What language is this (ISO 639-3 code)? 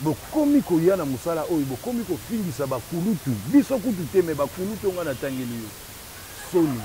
lin